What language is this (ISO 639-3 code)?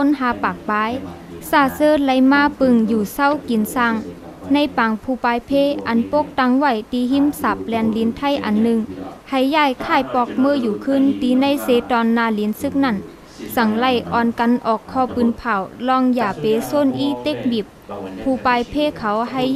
shn